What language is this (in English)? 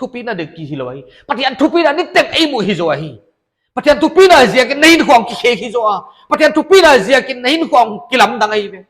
Paite Chin